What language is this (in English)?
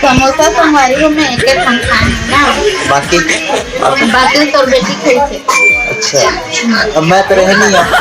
Chhattisgarhi